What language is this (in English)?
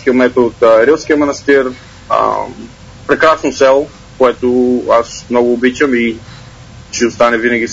Bulgarian